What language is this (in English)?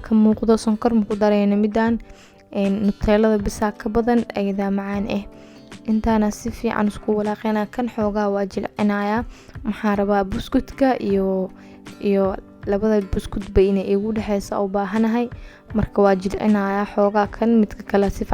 Somali